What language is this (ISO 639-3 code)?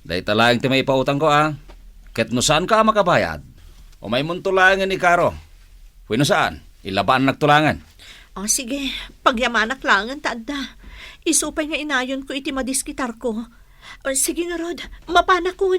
ilo